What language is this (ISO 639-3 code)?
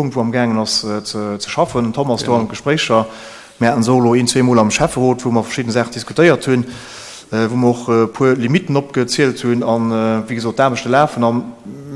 ltz